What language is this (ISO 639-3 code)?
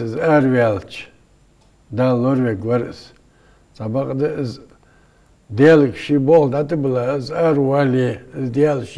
inh